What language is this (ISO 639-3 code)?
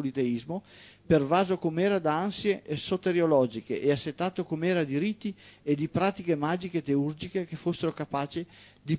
ita